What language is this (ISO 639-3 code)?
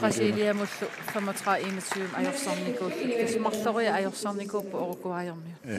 kal